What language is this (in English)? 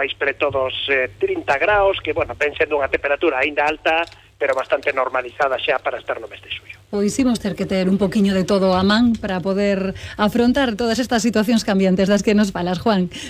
Galician